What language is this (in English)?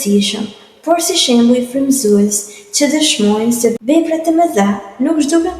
Albanian